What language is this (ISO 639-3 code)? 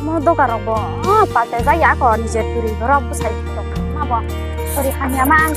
trp